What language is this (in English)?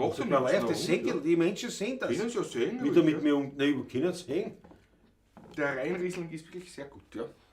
Bavarian